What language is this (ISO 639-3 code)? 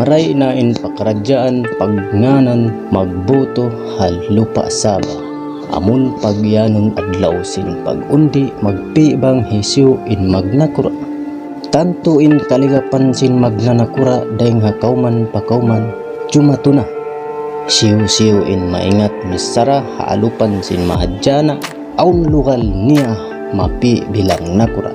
tsg